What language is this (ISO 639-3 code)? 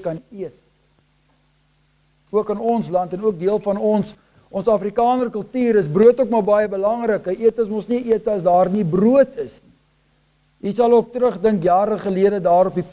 afr